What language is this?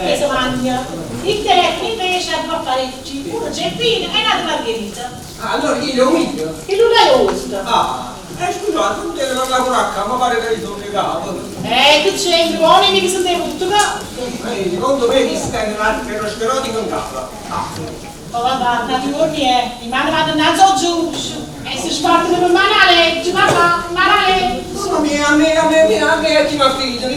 Neapolitan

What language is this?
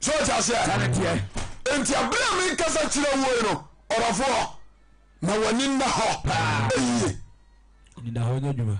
Akan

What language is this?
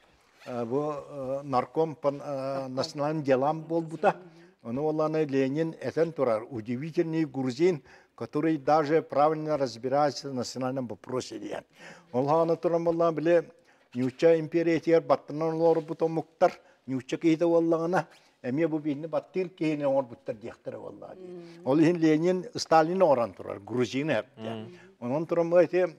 Yakut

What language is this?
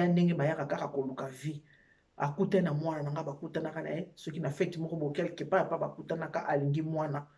Lingala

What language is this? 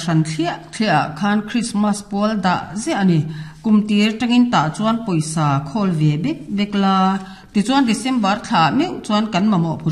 Mizo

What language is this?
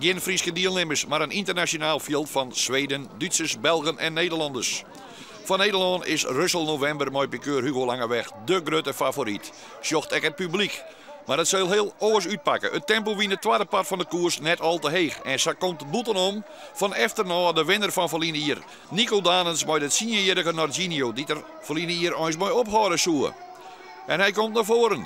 Western Frisian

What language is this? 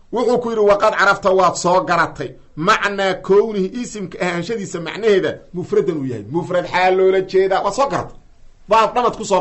Somali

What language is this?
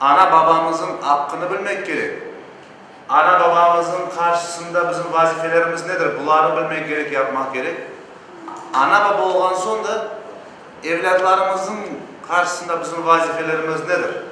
Crimean Tatar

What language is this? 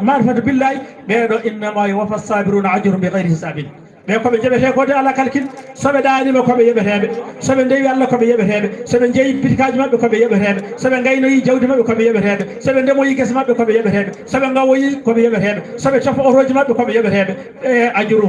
Fula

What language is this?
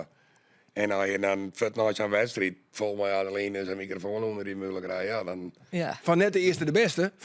Western Frisian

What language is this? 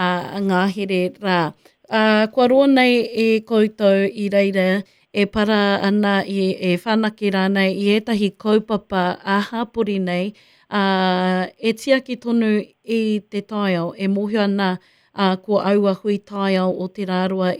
Māori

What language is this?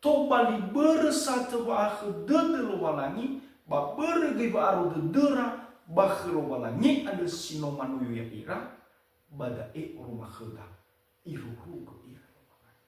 Nias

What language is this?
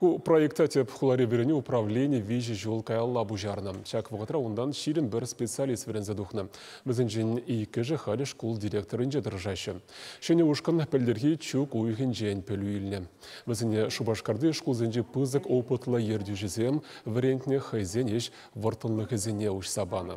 Chuvash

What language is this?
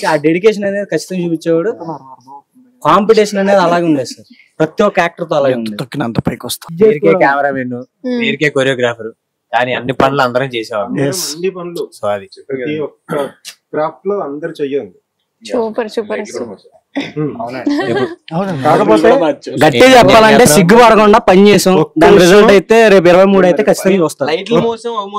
Telugu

